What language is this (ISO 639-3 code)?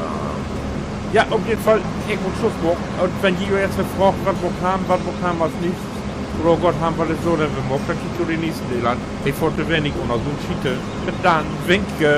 nds